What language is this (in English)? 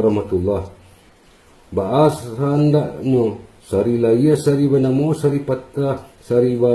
Minangkabau